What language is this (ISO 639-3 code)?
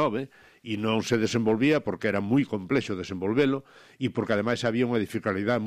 glg